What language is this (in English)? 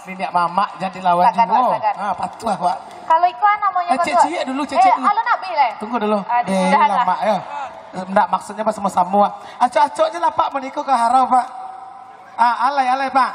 Minangkabau